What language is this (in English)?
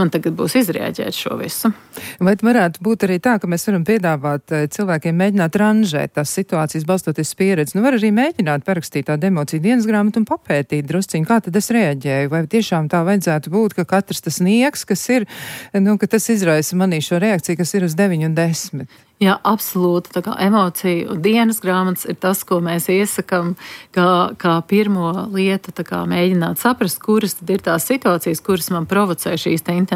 Latvian